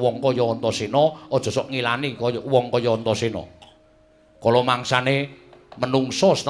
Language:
Javanese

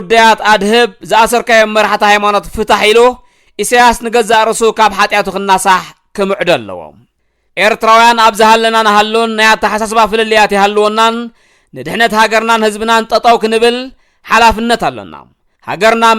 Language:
Tigrinya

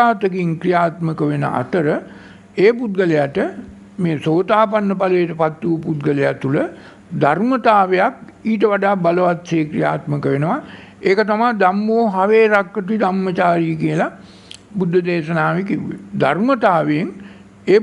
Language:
Sinhala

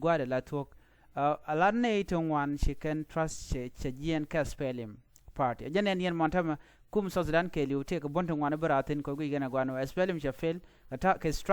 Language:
Nuer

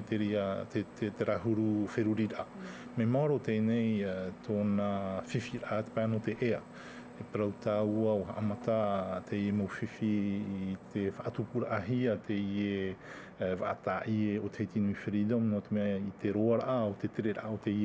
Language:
Tahitian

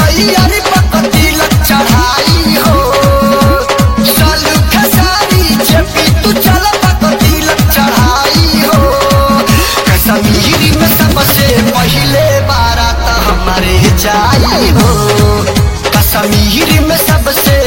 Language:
Bhojpuri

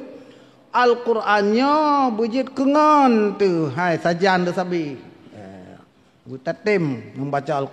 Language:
Achinese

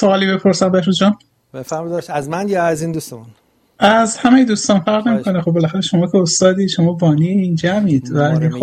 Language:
Persian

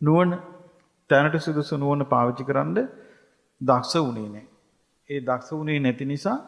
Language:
Sinhala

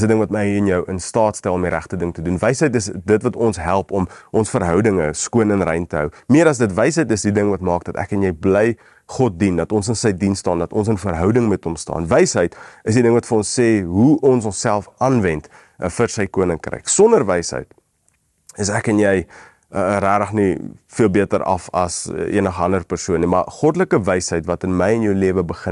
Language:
Afrikaans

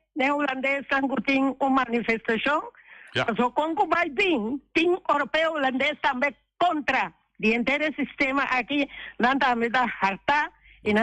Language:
Papiamento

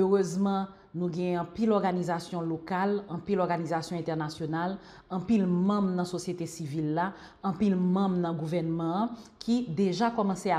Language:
Haitian Creole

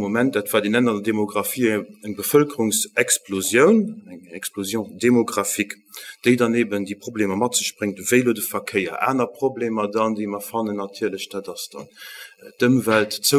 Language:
Luxembourgish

